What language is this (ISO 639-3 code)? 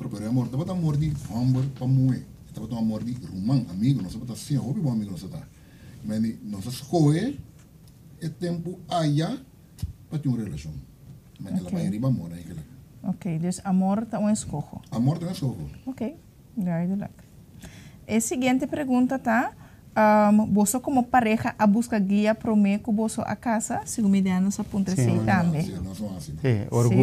pap